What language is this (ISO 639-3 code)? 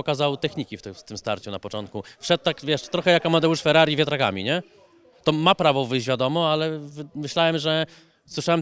pol